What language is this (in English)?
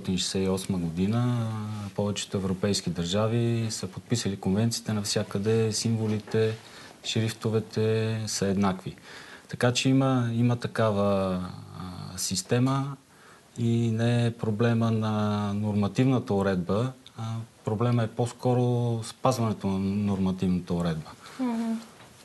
Bulgarian